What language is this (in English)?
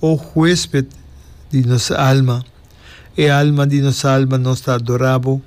Papiamento